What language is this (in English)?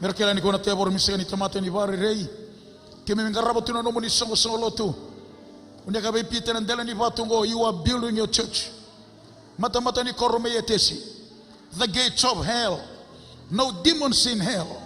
Fijian